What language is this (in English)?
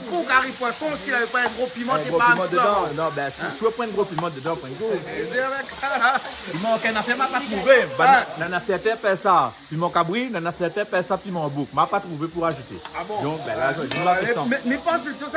Réunion Creole French